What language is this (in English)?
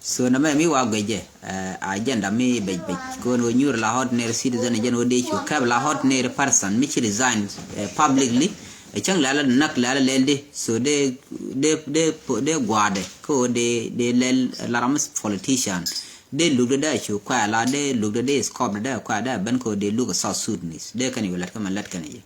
Nuer